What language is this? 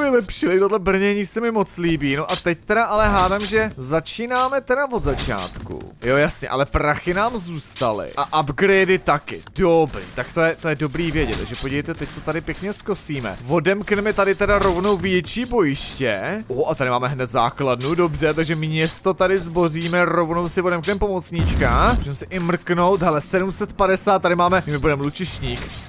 Czech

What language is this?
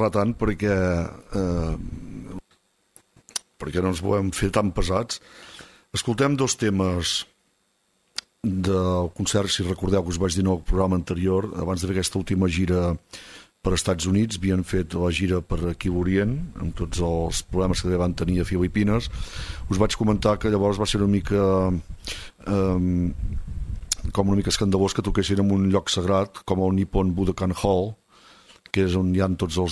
Catalan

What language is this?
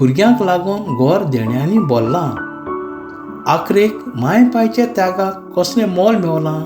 Konkani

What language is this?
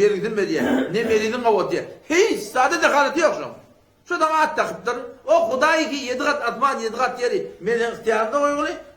Turkmen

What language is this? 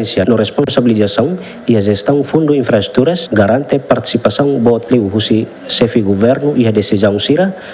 Tetum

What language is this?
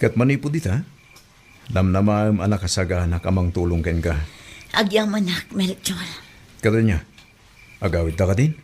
Iloko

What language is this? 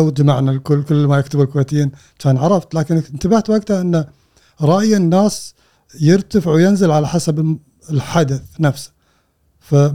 Gulf Arabic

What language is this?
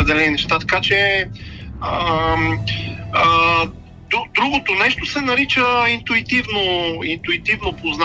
Bulgarian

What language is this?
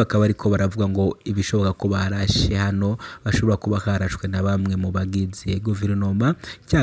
Rundi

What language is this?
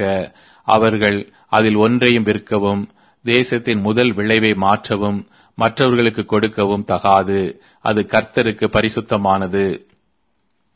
Tamil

